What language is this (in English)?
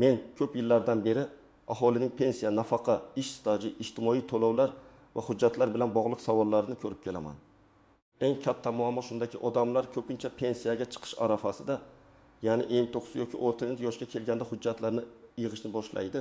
Uzbek